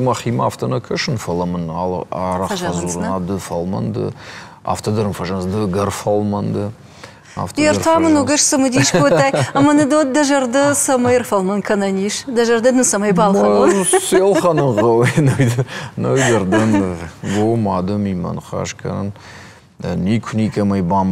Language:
Ossetic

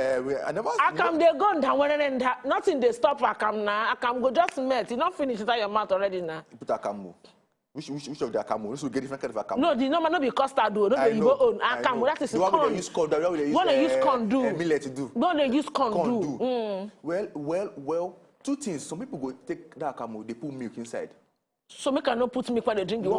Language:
Nigerian Pidgin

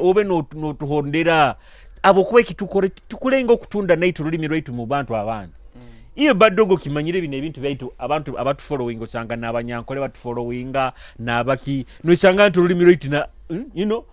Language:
Nyoro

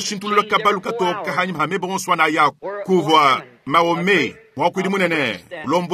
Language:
Luba-Lulua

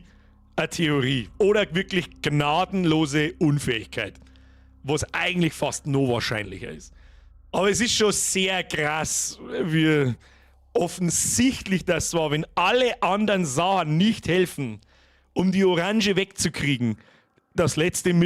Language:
Bavarian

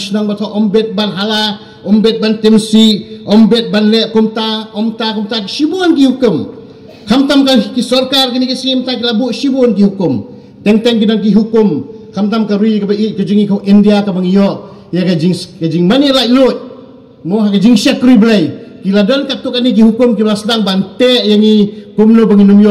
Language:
Khasi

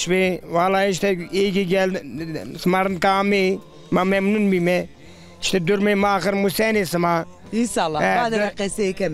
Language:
Zaza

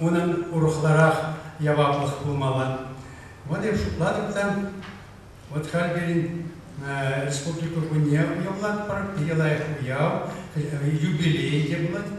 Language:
Chuvash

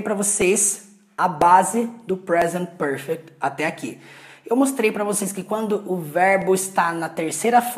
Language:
Portuguese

